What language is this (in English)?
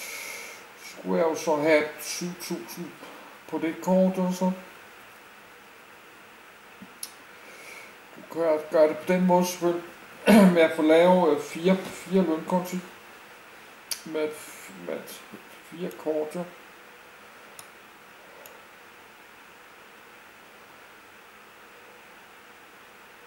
Danish